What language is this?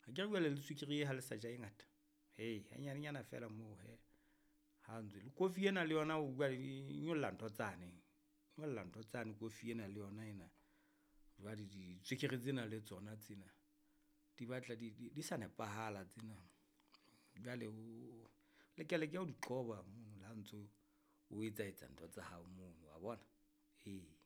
Southern Sotho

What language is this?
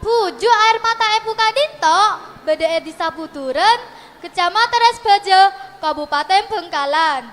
Madurese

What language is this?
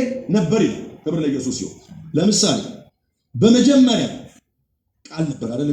Amharic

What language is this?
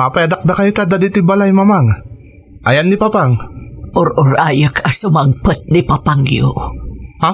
Iloko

